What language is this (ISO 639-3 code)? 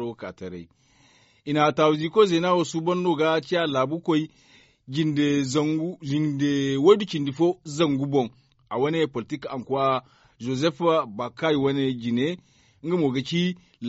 dje